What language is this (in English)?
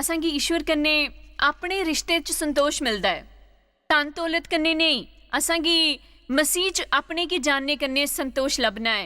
Dogri